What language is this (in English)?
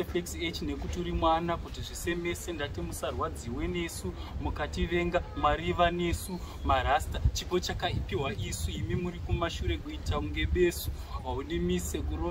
Shona